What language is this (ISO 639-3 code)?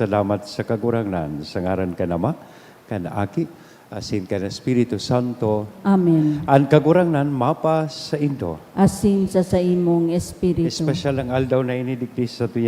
bik